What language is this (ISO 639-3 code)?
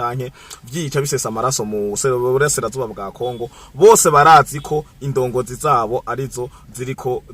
run